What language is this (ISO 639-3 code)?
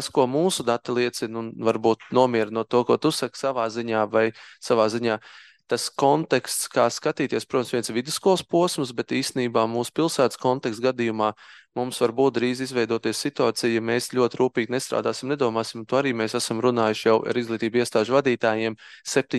lav